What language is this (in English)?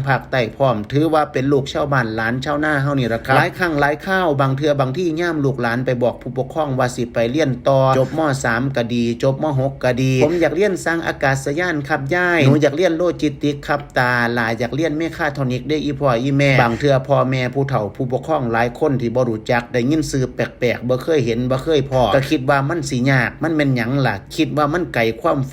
Northeastern Thai